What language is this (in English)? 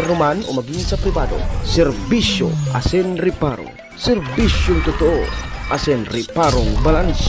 Bikol